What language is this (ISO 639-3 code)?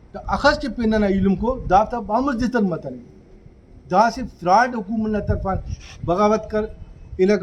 brh